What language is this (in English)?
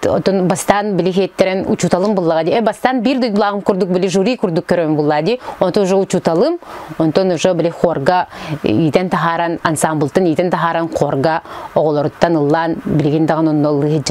Yakut